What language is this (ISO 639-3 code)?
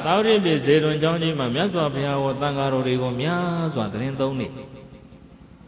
mya